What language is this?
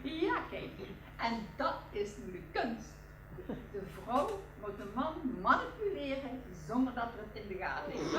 Limburgish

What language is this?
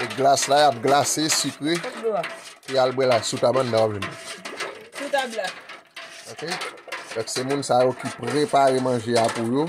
Haitian Creole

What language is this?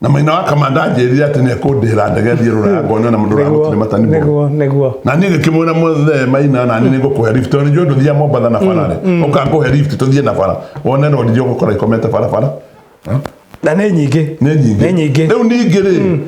Kikuyu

